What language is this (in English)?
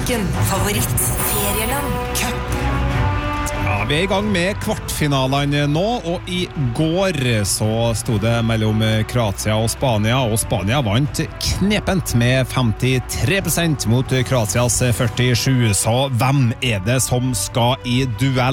Norwegian